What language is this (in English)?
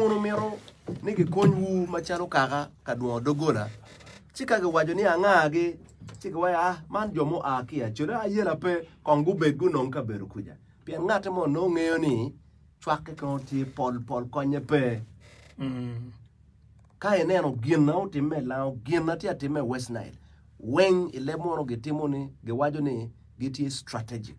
Acoli